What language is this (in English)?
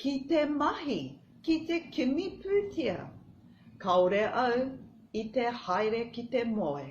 Māori